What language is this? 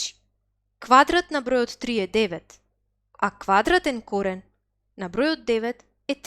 Macedonian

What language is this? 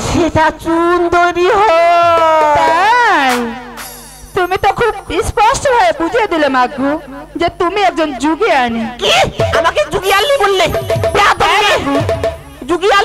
Bangla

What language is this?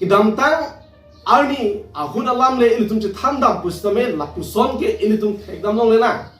Karbi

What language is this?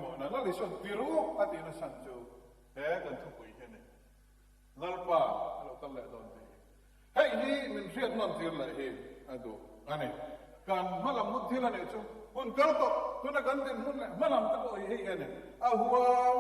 Mizo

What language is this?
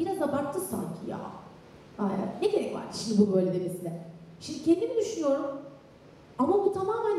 Turkish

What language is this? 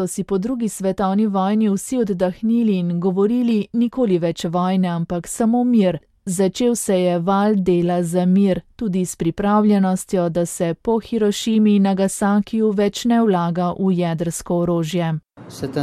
Slovenian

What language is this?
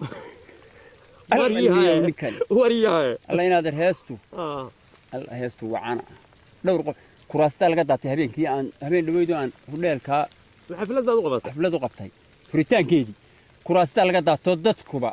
Somali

